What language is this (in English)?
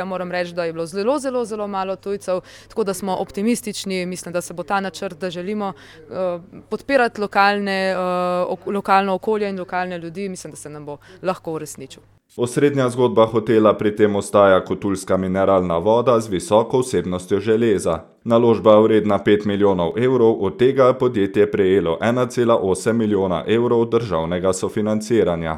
Slovenian